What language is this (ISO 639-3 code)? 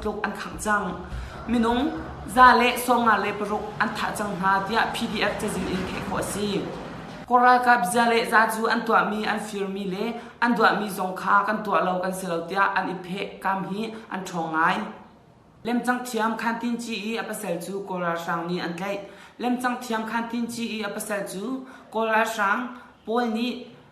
cnh